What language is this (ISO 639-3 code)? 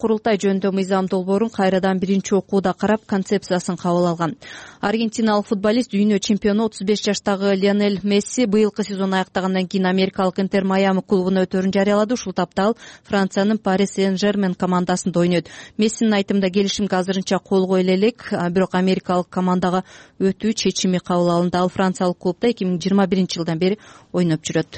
kir